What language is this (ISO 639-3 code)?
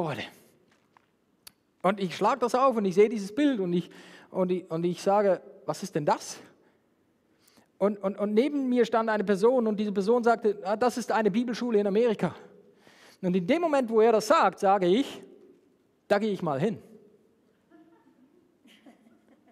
deu